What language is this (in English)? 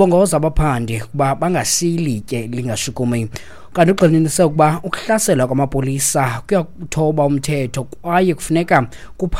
Xhosa